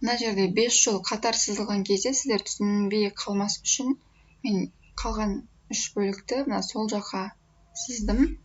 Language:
Kazakh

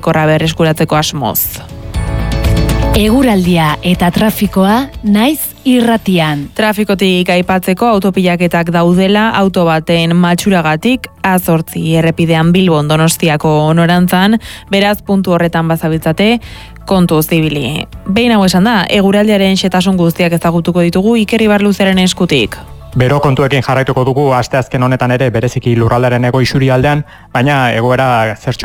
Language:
Basque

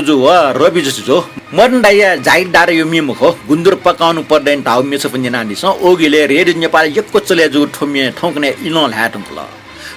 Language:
Newari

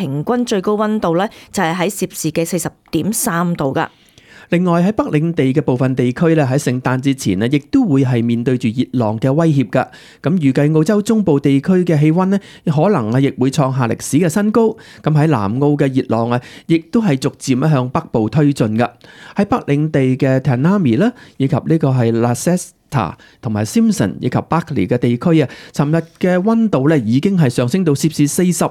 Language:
Cantonese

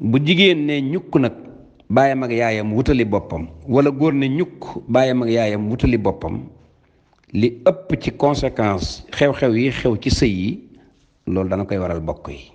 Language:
Wolof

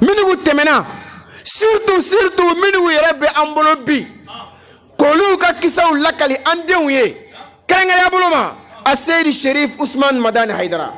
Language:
Bambara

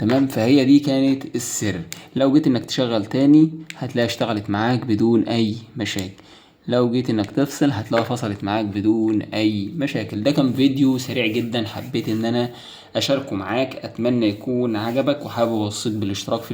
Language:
Egyptian Arabic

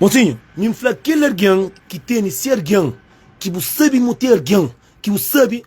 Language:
Kabuverdianu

